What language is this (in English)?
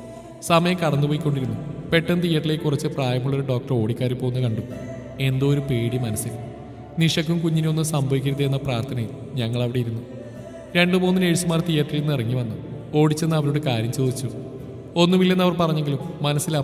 Malayalam